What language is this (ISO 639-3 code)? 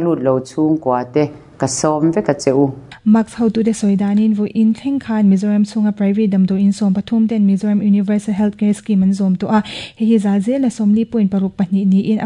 lus